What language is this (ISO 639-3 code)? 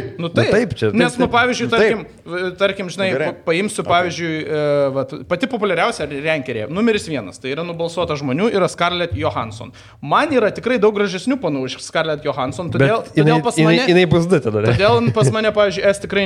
lit